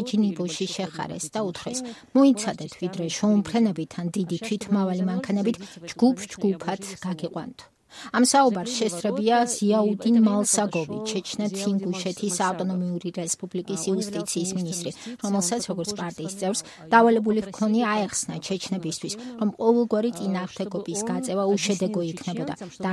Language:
Georgian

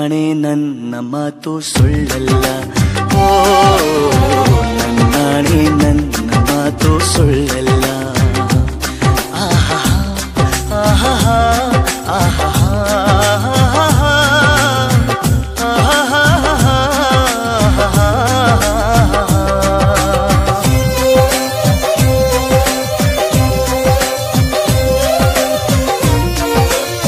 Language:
Kannada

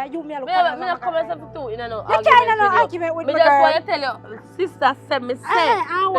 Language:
Jamaican Creole English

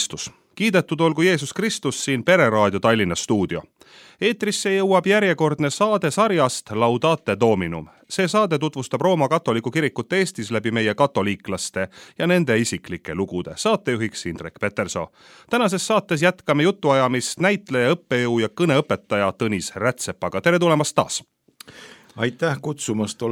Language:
Estonian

